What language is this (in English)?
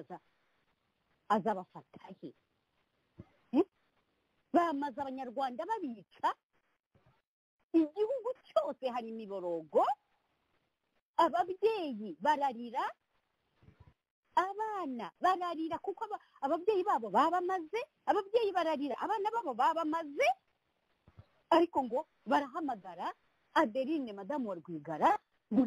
Kinyarwanda